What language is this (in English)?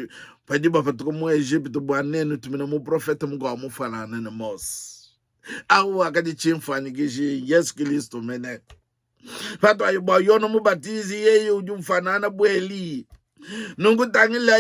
Luba-Lulua